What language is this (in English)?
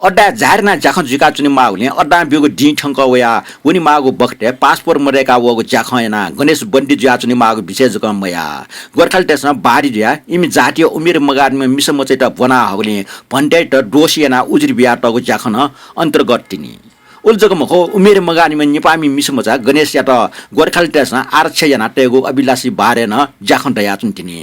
Newari